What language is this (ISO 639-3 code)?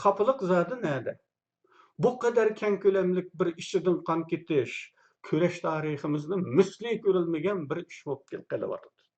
uig